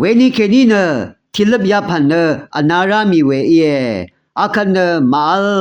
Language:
Rawang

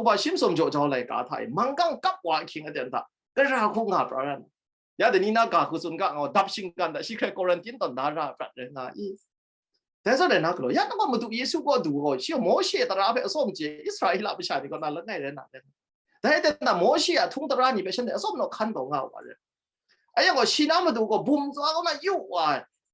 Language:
Kachin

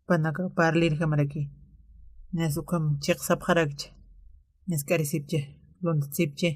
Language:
Aymara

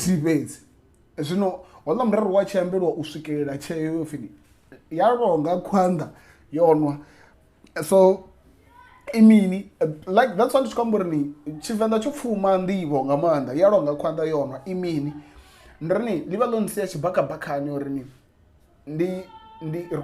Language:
Venda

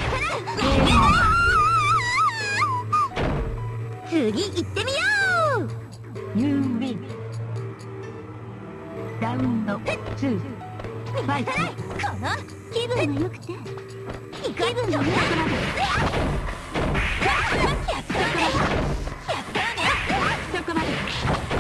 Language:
Japanese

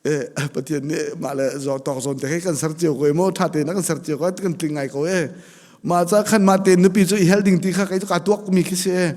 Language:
Hakha Chin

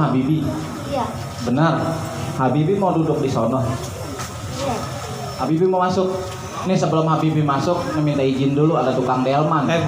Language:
Betawi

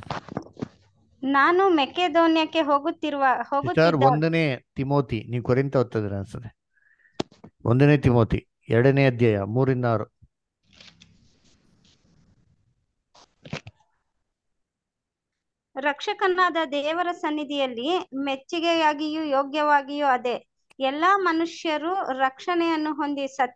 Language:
Kannada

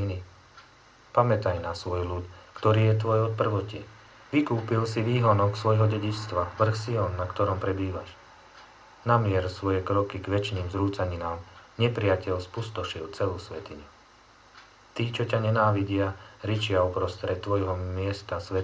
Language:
Slovak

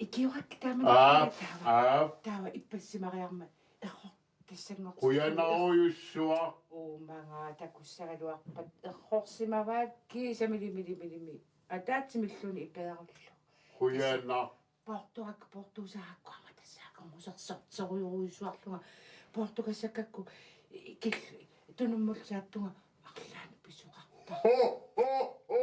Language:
Kalaallisut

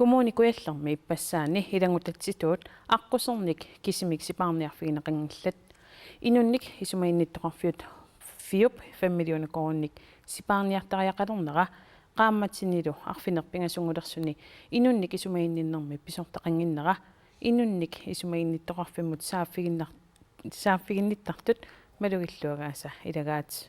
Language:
Kalaallisut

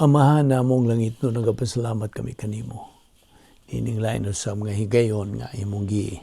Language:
Cebuano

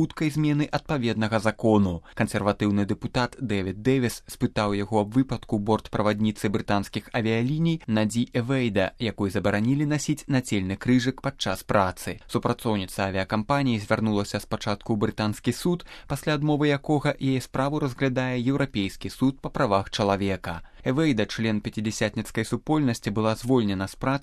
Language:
Belarusian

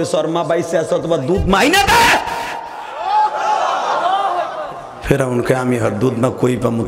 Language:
Bangla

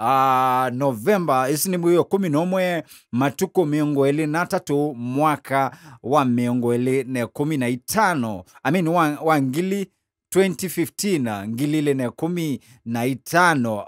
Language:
Kamba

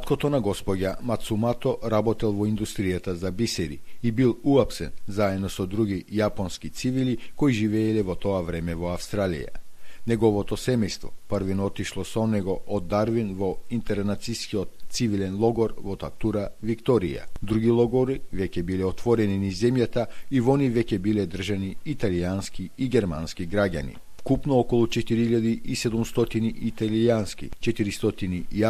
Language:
Macedonian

